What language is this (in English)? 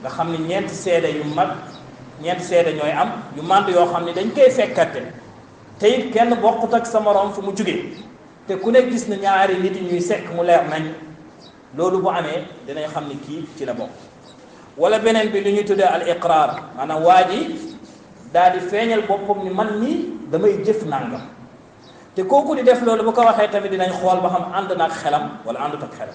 Wolof